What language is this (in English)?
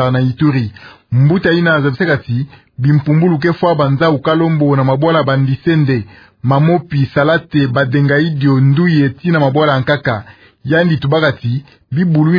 Kituba (Democratic Republic of Congo)